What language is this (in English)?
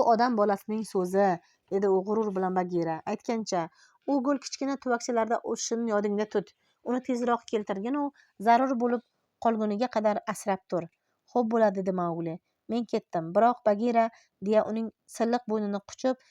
Uzbek